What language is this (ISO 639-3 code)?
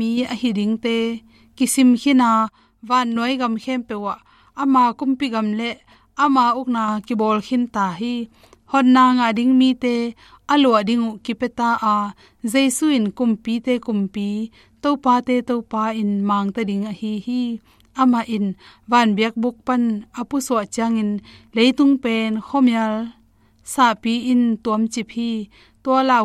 ctd